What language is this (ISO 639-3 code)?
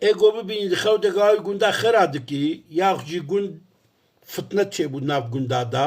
kur